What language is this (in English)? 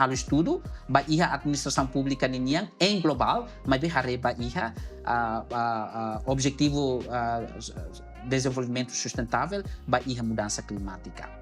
Tetum